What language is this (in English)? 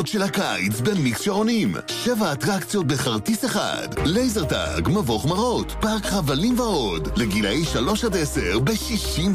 Hebrew